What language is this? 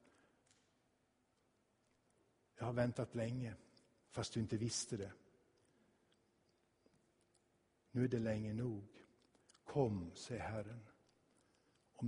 Swedish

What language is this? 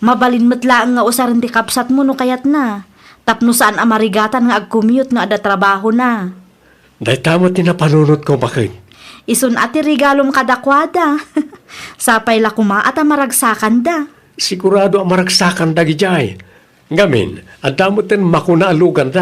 Iloko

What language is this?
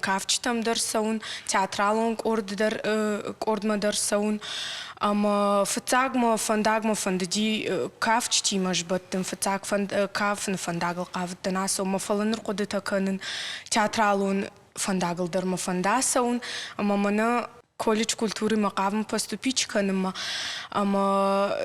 Ossetic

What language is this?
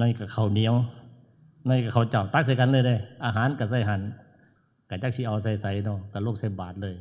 Northeastern Thai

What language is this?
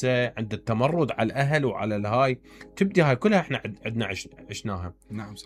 Mesopotamian Arabic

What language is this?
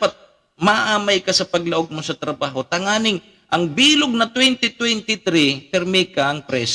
Bikol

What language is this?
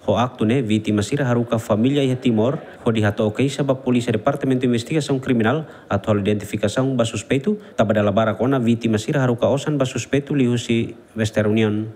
Tetum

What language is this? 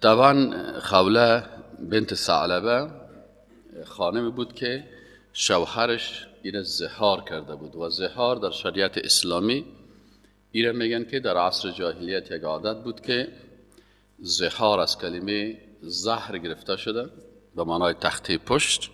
Persian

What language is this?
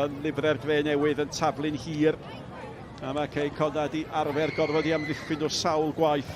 Welsh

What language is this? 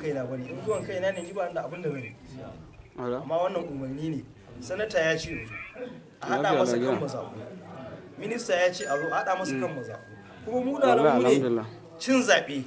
Hausa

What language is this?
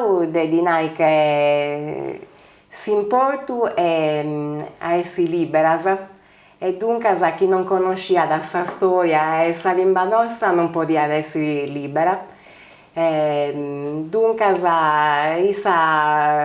Sardinian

